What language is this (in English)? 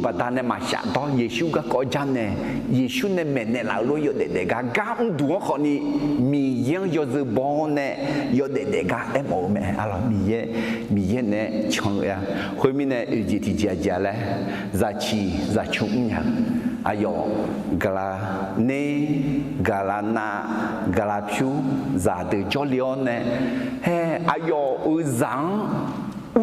Akha